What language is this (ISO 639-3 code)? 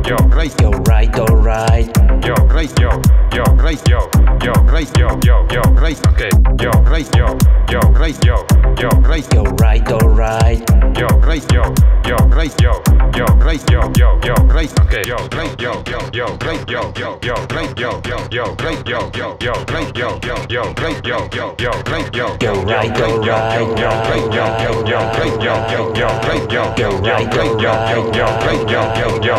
est